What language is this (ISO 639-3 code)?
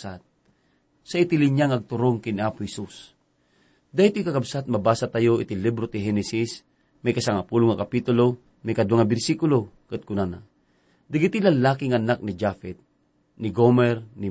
ilo